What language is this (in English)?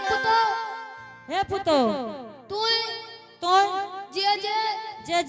Angika